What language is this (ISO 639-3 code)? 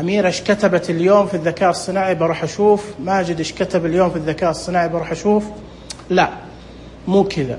ars